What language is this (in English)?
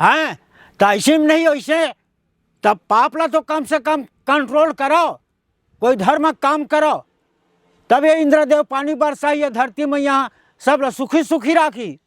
Chhattisgarhi